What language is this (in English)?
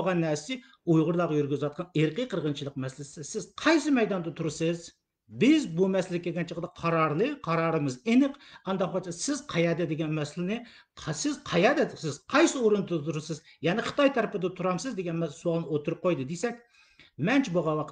Uyghur